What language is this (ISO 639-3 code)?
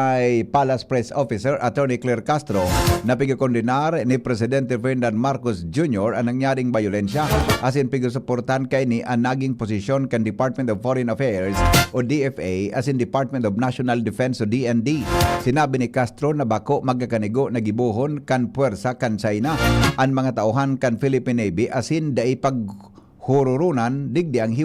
bik